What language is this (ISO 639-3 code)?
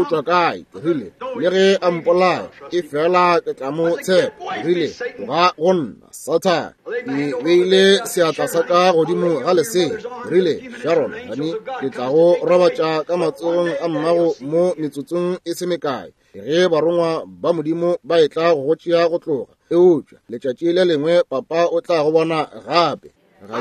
nso